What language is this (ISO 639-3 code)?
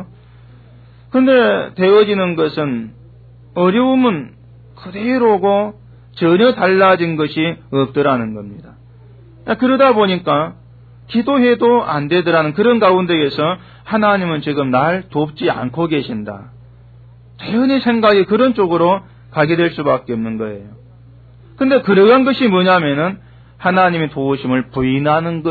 kor